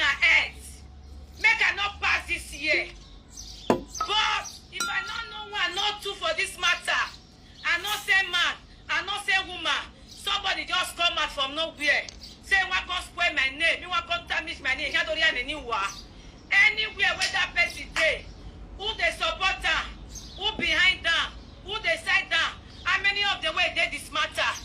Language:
Nigerian Pidgin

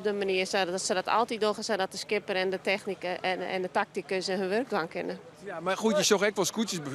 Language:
Western Frisian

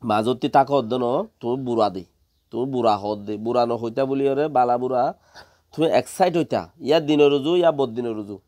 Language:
Rohingya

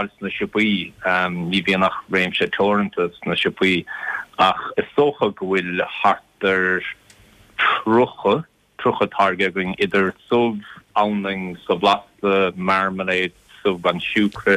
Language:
Irish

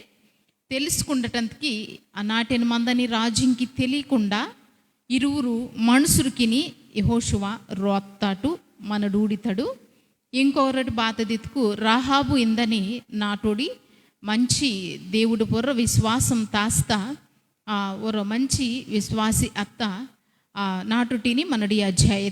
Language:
Koya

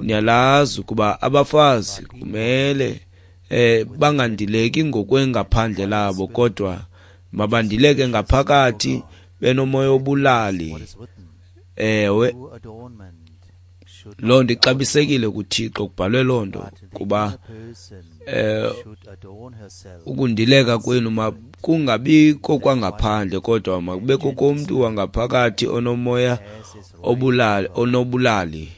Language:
Xhosa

